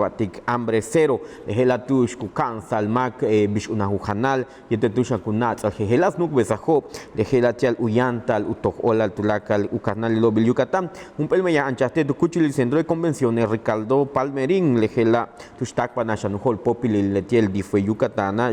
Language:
Yucateco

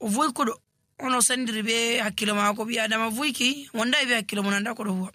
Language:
Nigerian Fulfulde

